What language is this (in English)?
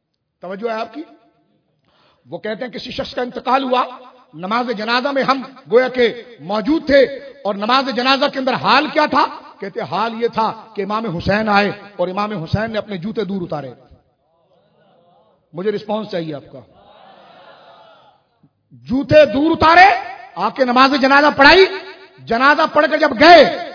Urdu